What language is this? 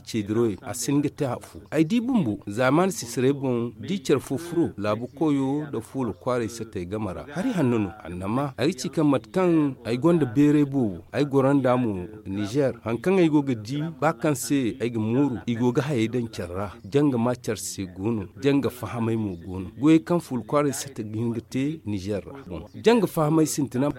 Zarma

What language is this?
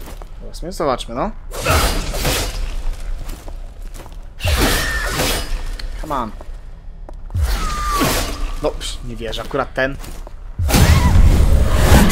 Polish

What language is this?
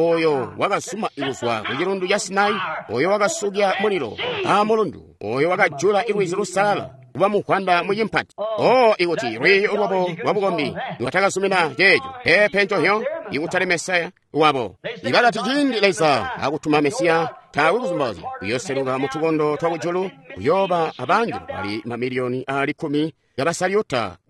Tonga (Zambia)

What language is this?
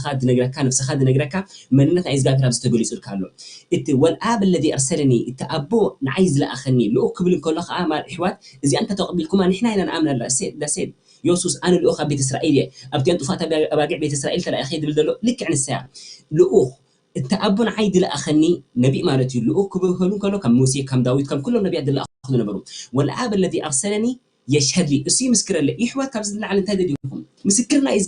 Tigrinya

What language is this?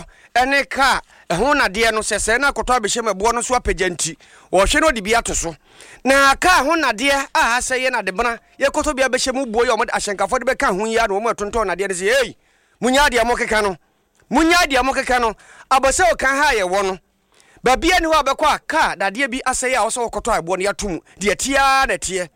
Akan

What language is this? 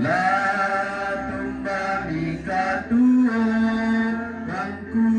Toraja-Sa'dan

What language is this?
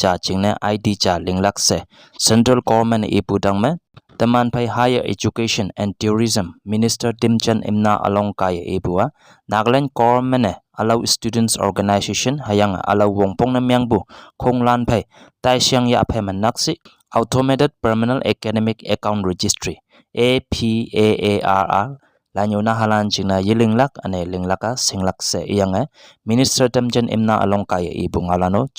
Konyak Naga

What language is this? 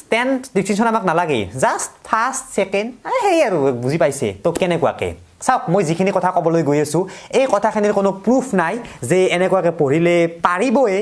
Assamese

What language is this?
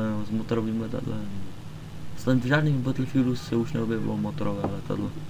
Czech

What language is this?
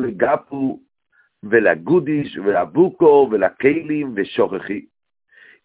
Yiddish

